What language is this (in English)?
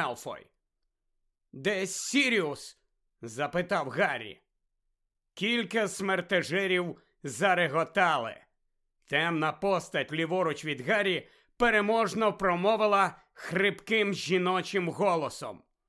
Ukrainian